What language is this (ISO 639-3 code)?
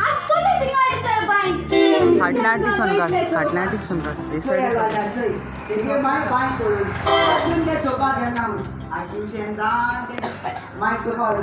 kok